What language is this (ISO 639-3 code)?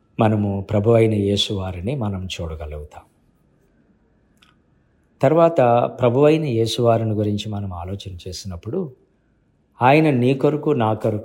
tel